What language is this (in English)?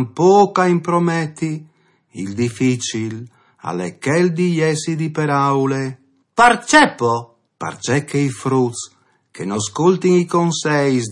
Friulian